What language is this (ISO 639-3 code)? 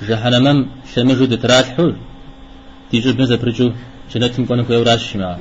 kbd